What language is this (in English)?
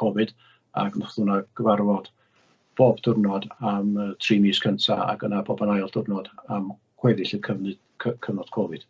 Welsh